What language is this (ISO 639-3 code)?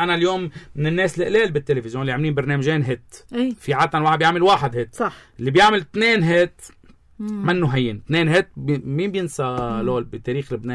apc